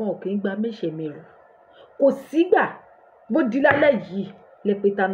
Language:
Yoruba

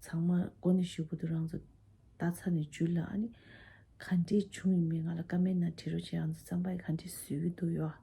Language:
Tibetan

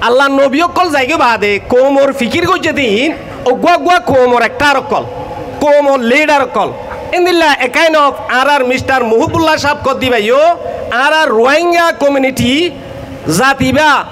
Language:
Rohingya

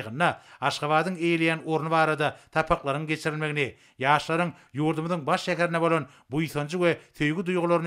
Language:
Turkmen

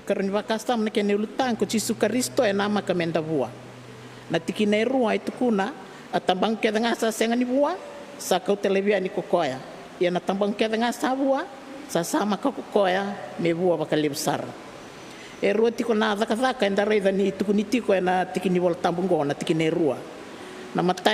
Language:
Fijian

